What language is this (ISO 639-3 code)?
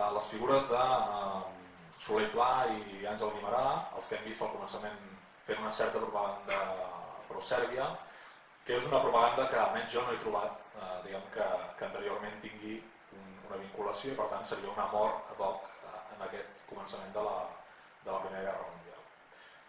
cat